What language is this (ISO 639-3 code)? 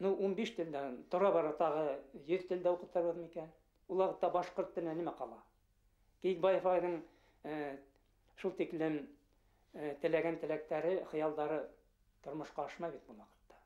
bak